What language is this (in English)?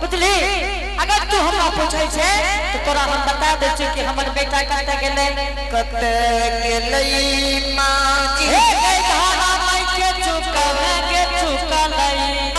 Angika